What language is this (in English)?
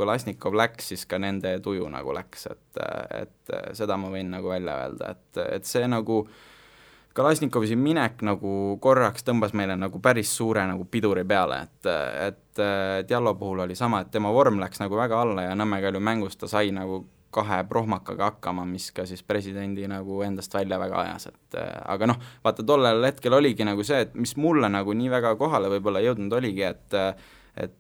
Estonian